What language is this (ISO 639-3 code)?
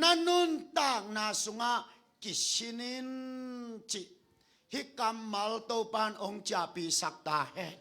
ctd